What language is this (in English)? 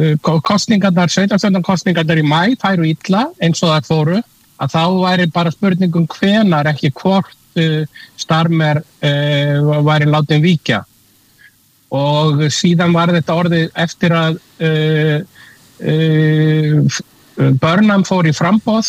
Icelandic